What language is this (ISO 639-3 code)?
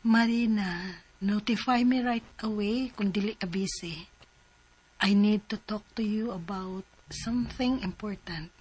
ceb